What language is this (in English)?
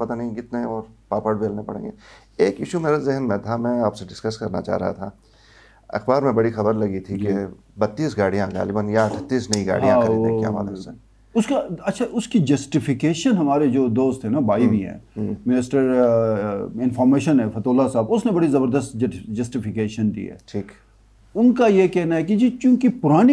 Urdu